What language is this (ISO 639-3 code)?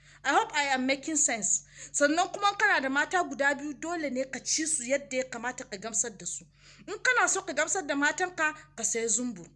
hau